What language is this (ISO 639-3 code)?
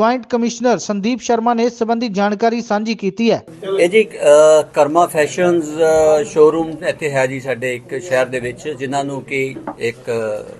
pan